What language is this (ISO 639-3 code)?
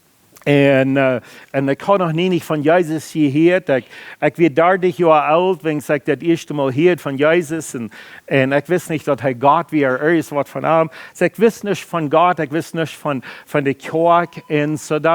pdt